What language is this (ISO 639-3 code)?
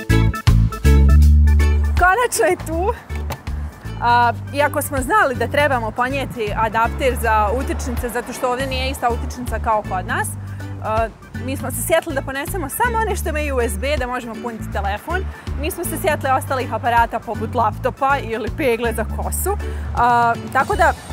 hrv